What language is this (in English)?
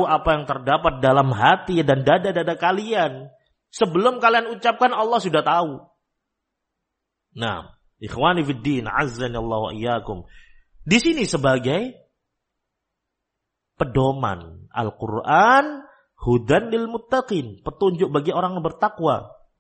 Indonesian